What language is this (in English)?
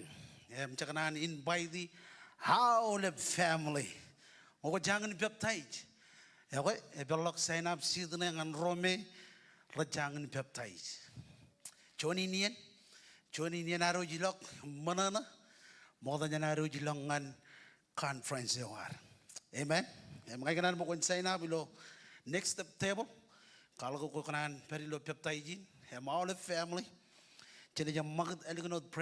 Marshallese